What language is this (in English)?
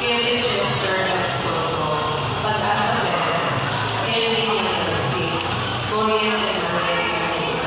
Pampanga